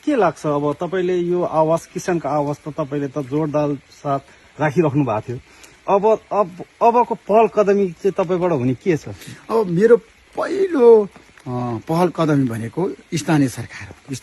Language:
Nepali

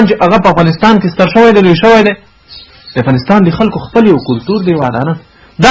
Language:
Pashto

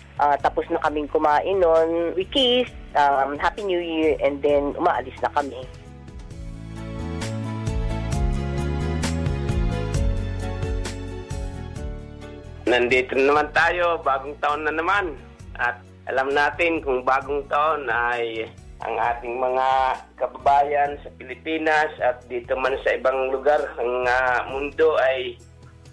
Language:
Filipino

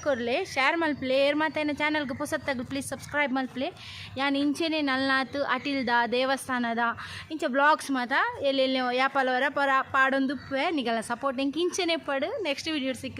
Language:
Tulu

